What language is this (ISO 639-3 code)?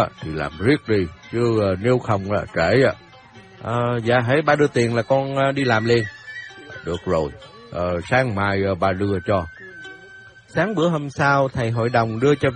vie